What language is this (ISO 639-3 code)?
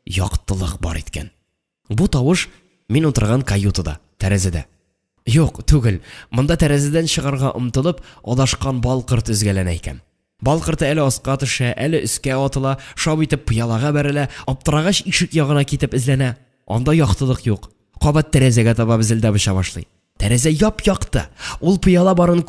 tat